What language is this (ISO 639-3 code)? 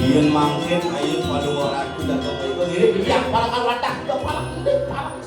ban